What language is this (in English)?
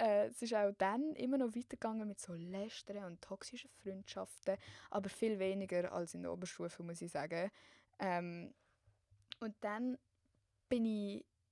Swiss German